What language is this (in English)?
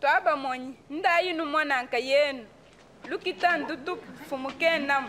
Luba-Lulua